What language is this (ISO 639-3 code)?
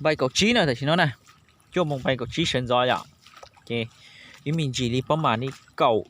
hmn